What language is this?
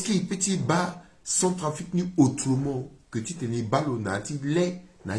Sango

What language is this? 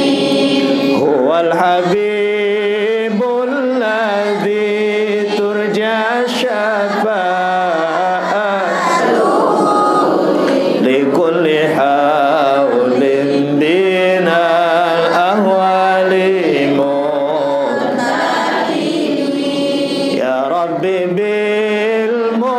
Sasak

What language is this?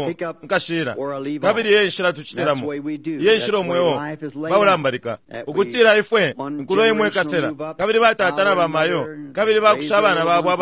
Bemba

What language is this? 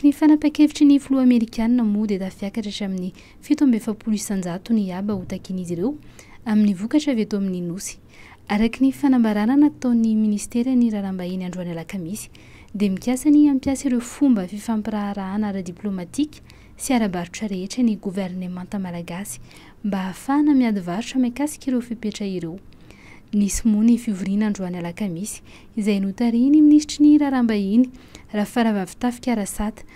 Malagasy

